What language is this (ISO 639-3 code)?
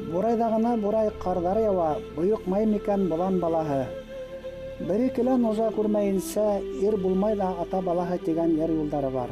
bak